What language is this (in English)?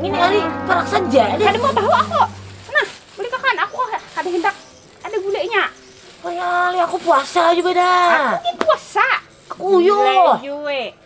Banjar